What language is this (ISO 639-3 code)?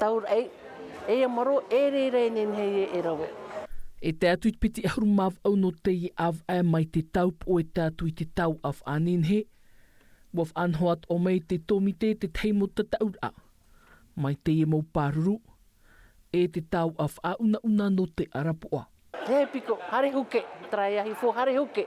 tah